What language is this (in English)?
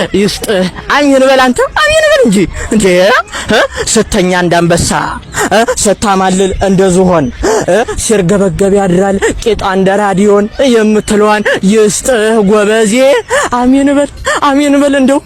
Amharic